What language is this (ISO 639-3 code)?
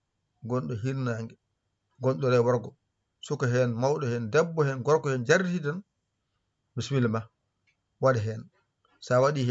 ful